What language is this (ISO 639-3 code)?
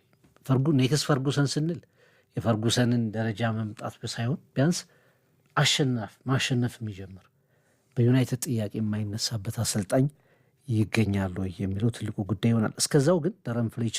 amh